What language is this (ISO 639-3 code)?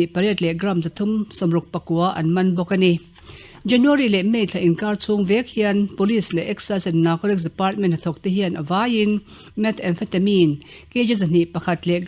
lus